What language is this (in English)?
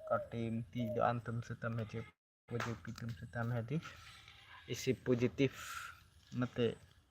Karbi